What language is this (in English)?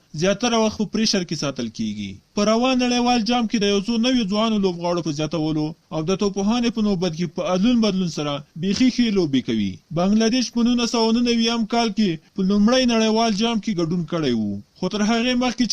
Pashto